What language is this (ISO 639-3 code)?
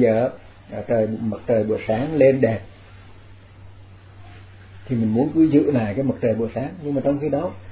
vie